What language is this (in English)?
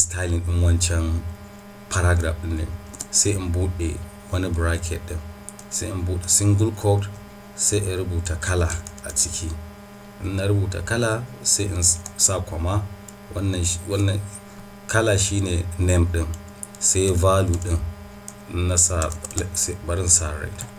Hausa